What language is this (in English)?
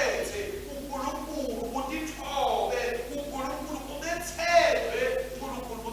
Swati